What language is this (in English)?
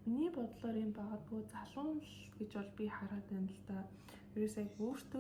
Mongolian